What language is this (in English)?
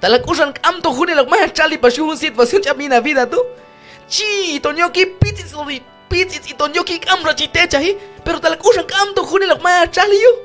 Q'anjob'al